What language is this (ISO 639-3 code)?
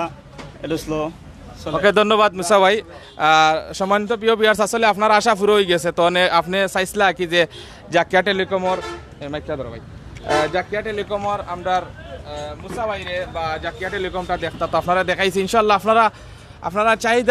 syl